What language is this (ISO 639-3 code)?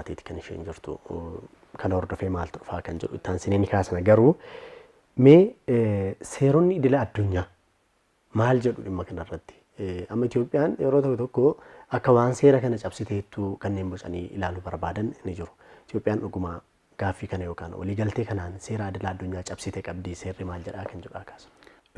orm